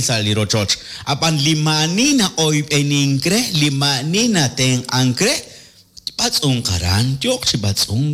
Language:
Kekchí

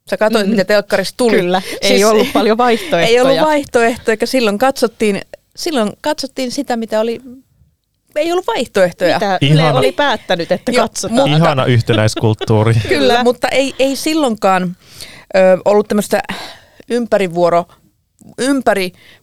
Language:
Finnish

